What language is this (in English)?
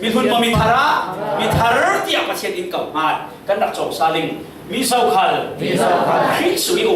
Falam Chin